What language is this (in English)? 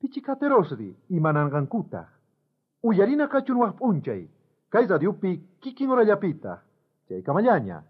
South Bolivian Quechua